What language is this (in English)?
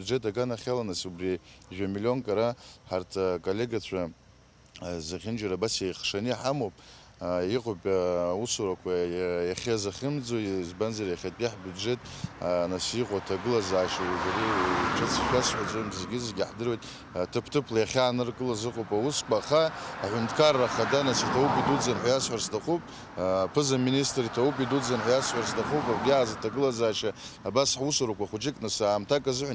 Abkhazian